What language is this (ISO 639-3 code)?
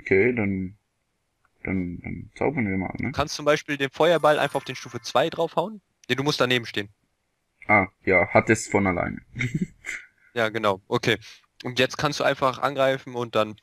gsw